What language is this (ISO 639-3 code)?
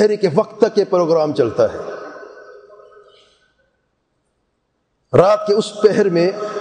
urd